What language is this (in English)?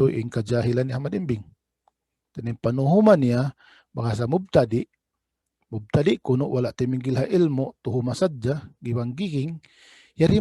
Tausug